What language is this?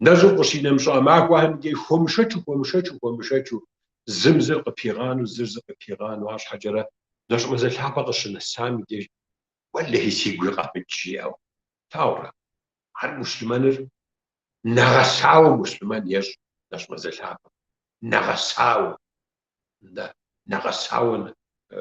Kabardian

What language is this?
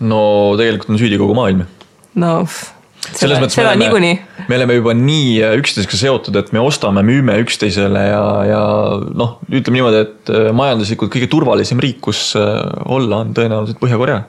Estonian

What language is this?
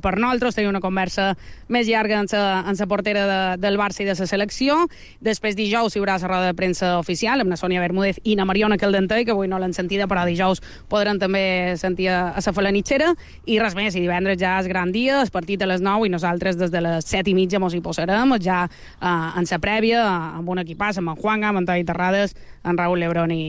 Catalan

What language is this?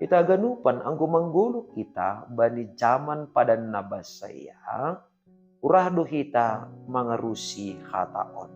Batak Simalungun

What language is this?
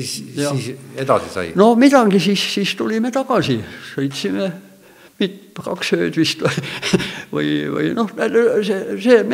Estonian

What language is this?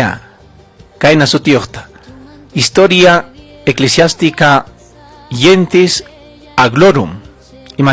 Ayacucho Quechua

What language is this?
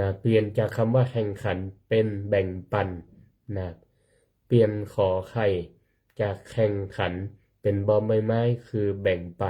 Northern Thai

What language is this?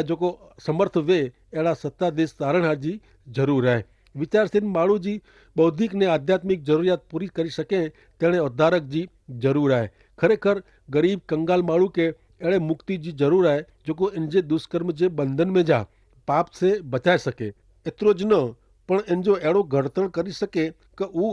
Kachhi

